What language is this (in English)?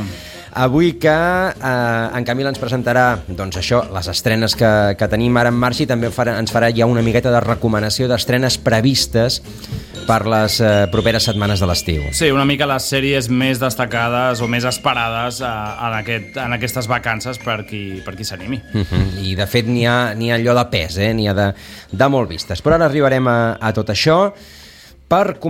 Catalan